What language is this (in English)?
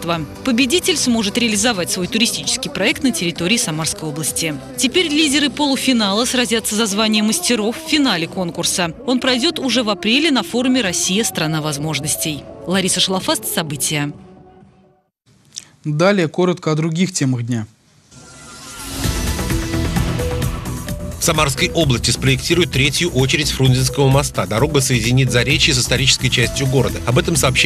Russian